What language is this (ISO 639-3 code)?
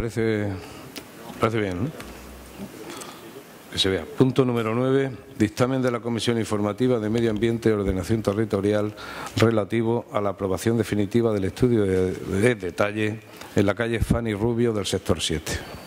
spa